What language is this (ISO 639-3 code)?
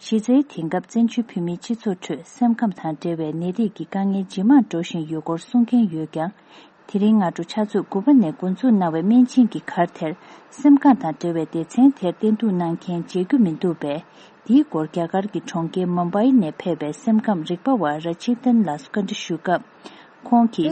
bod